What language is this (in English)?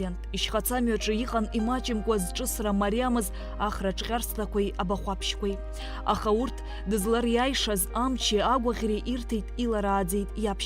Abkhazian